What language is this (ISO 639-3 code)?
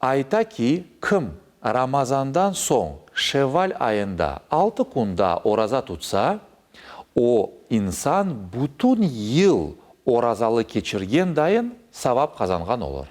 crh